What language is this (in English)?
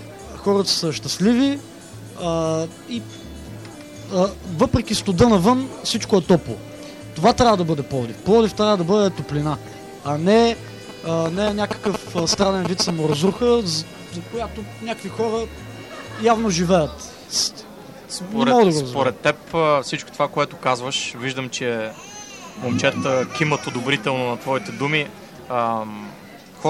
Bulgarian